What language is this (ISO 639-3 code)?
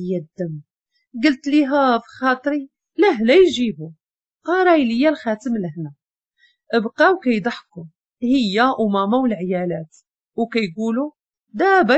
ary